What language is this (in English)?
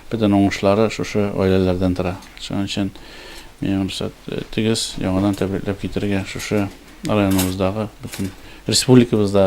Tatar